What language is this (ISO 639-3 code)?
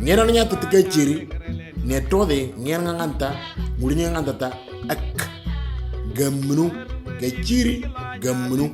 mor